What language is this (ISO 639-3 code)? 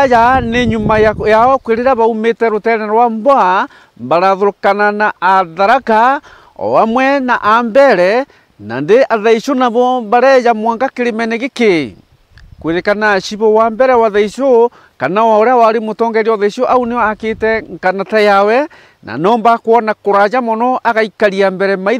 mer